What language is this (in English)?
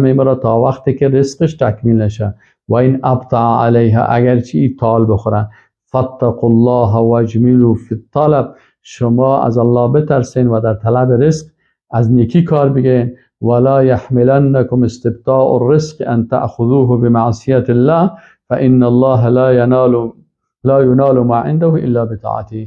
Persian